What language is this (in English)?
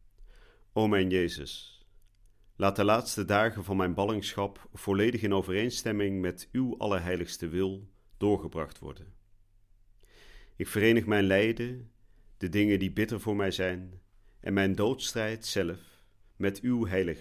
Dutch